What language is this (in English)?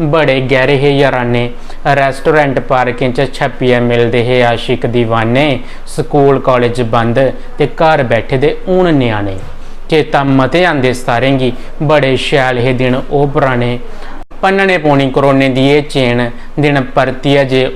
Dogri